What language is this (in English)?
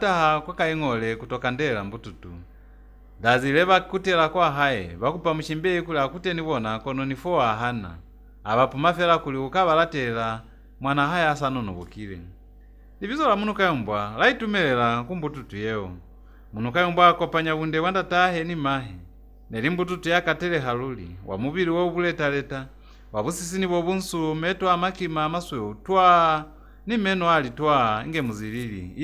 Lozi